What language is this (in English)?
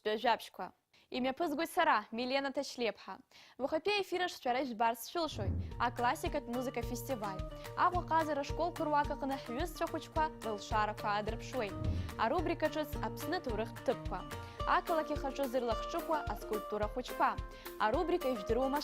Abkhazian